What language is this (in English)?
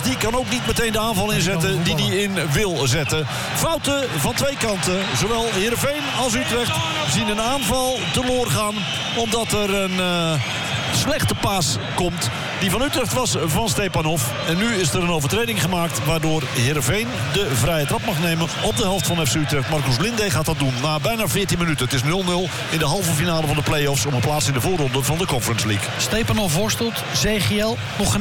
Dutch